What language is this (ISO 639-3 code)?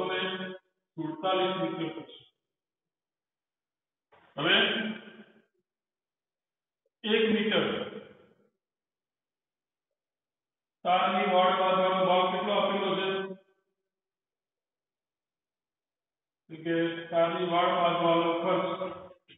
guj